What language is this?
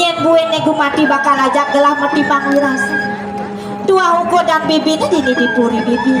Balinese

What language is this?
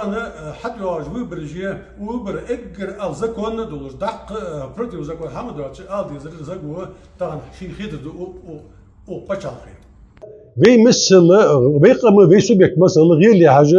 Ingush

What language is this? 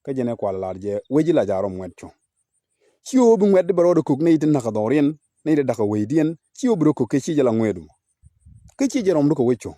Nuer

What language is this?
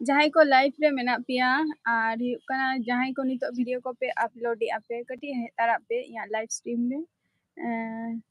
Santali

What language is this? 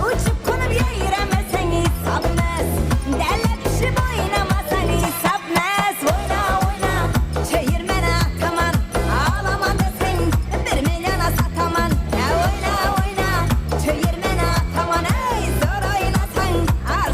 Kara-Kalpak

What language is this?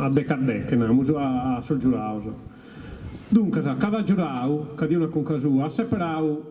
Sardinian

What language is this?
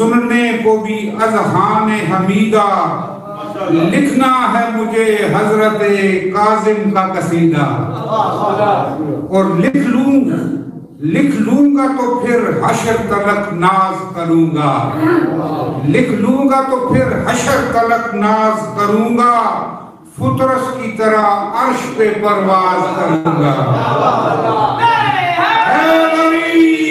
Urdu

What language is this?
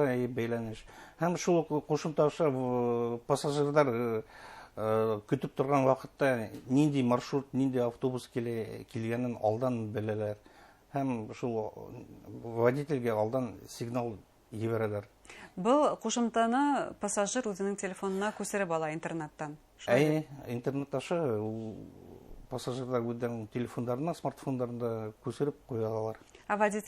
Bashkir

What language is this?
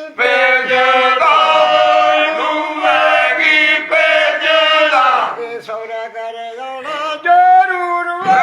Dogri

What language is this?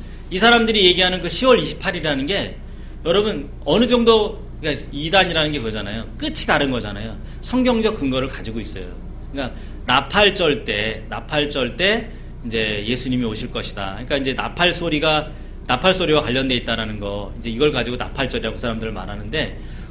Korean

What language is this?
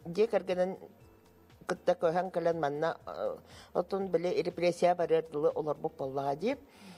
Yakut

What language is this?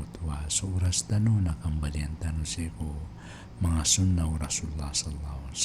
Maranao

